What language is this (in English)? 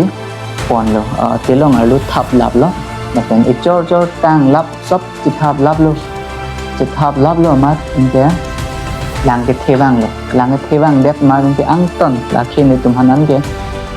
Karbi